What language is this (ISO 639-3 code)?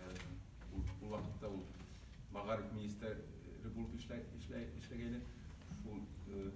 bak